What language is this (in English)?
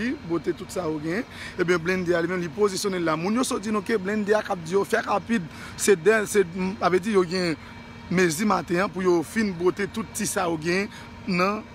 Haitian Creole